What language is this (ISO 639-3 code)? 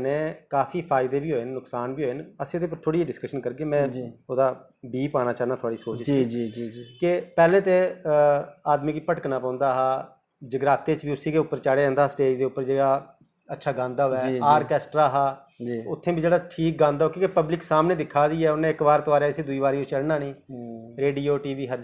doi